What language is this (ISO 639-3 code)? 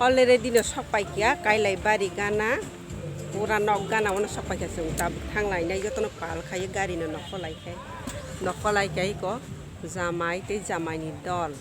trp